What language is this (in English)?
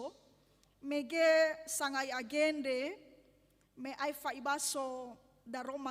Nias